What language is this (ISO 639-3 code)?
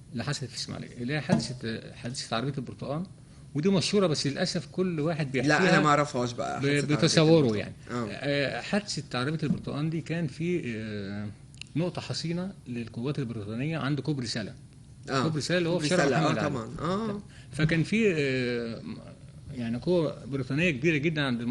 arz